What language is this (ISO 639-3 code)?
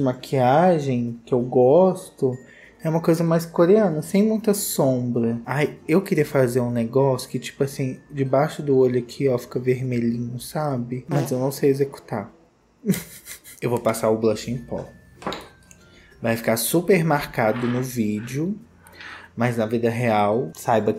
por